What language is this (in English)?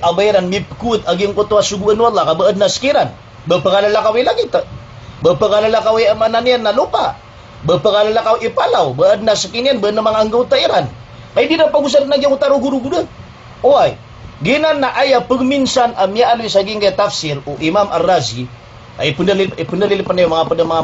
Maranao